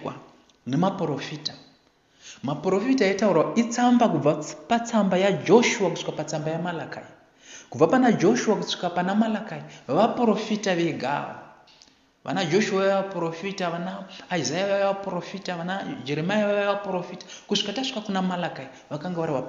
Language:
Shona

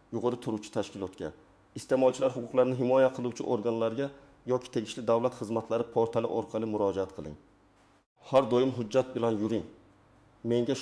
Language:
Uzbek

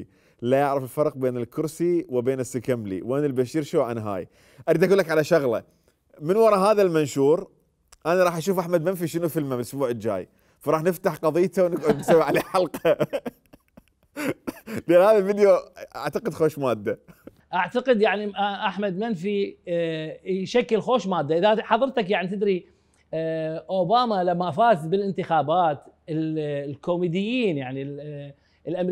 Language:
Mesopotamian Arabic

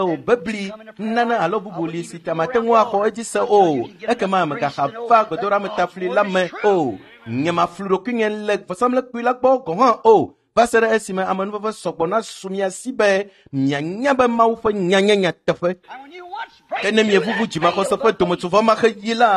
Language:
Ewe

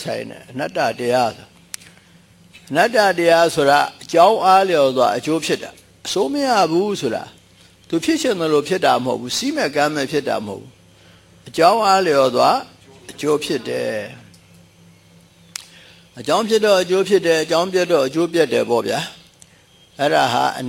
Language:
Burmese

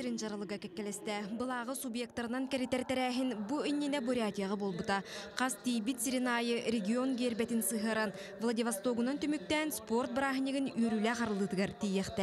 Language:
Yakut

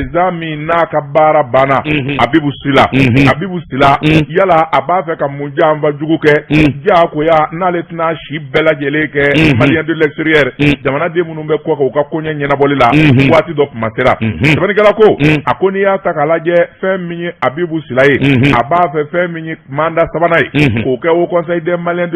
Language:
Bambara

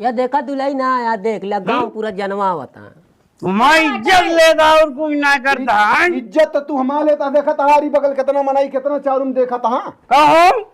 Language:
Awadhi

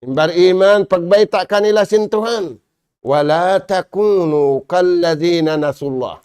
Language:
Tausug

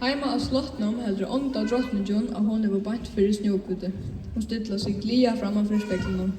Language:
Faroese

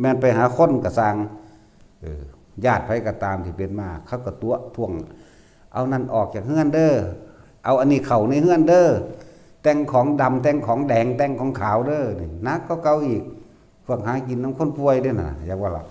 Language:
Northeastern Thai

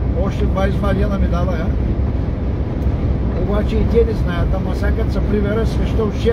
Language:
Bulgarian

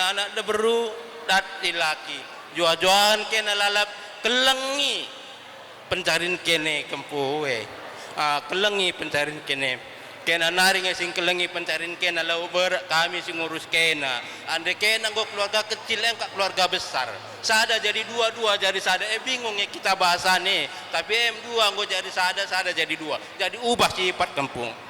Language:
Batak Karo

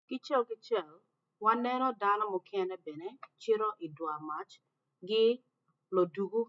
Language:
Acoli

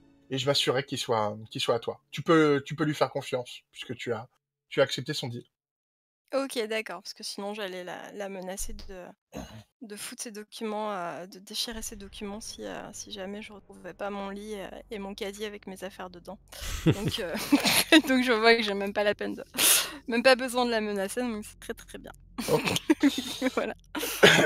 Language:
French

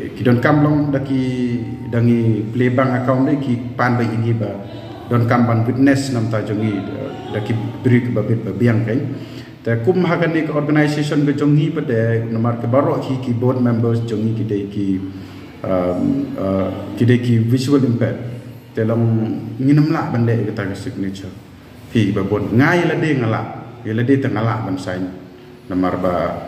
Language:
Khasi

